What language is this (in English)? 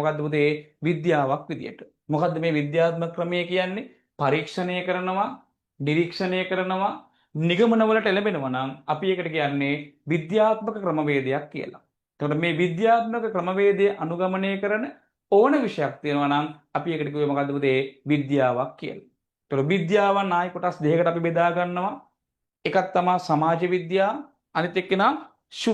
Sinhala